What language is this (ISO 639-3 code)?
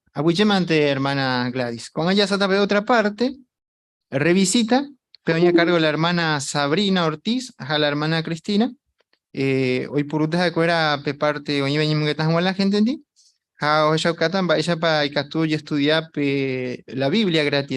grn